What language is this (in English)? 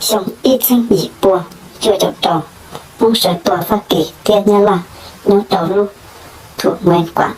Hmong